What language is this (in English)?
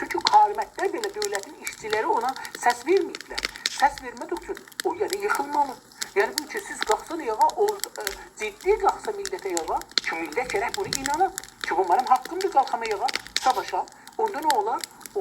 South Azerbaijani